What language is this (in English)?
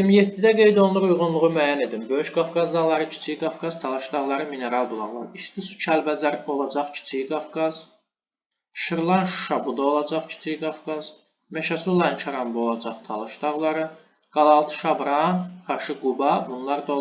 Azerbaijani